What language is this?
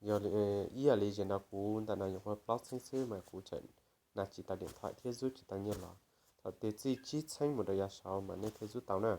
Hmong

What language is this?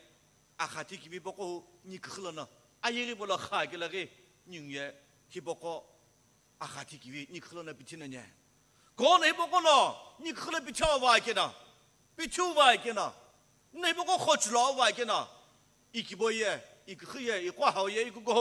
Sumi Naga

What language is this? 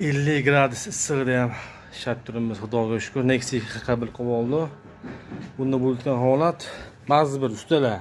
Uzbek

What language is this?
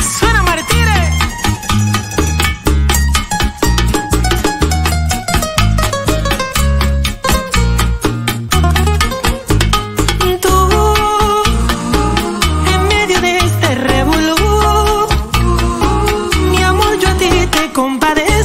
Spanish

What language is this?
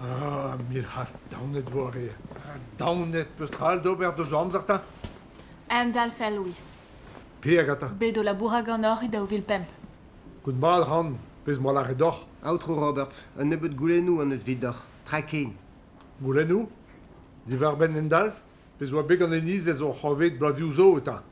Breton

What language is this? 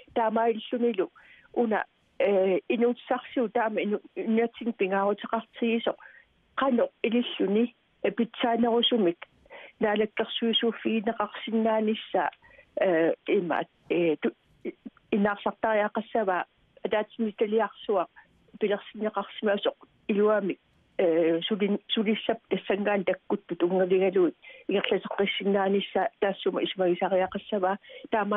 Kalaallisut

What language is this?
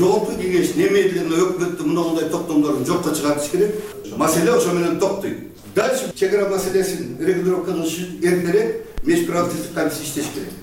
Kyrgyz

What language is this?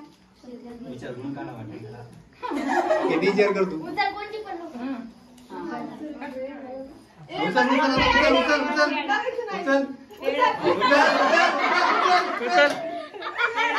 Marathi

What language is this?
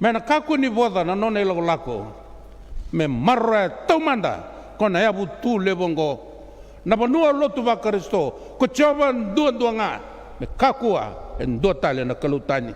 Fijian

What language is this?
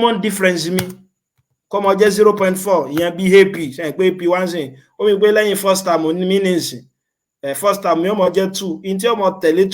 Yoruba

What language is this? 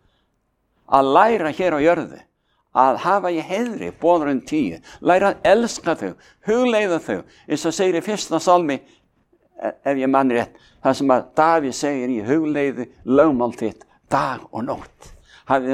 Icelandic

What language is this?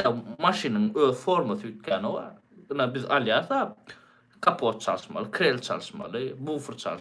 Turkmen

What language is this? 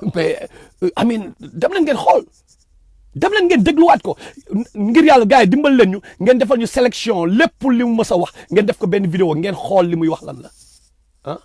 Wolof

